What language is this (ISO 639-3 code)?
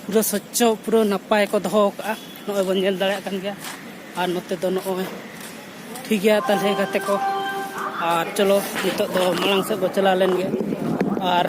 sat